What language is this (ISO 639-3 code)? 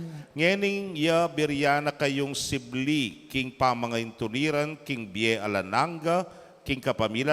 pam